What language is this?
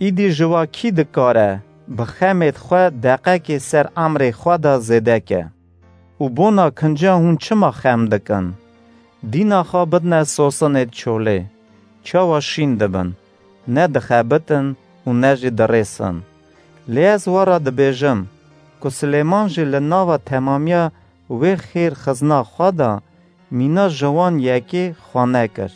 Kurdish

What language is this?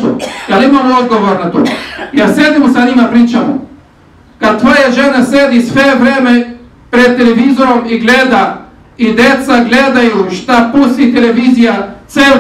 Bosnian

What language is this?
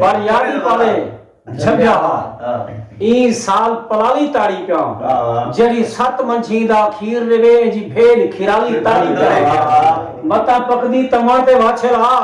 Saraiki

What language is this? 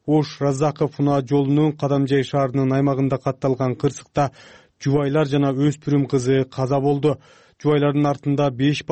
Kyrgyz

